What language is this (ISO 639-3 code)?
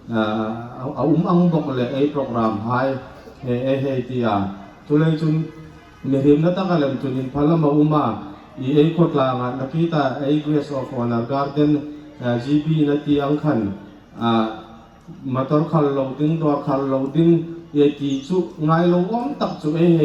hmr